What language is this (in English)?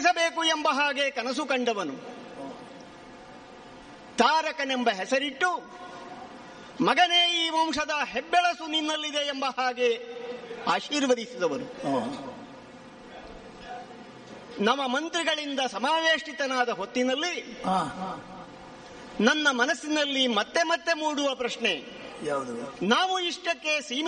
Kannada